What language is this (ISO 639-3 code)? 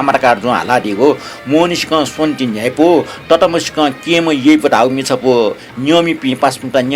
new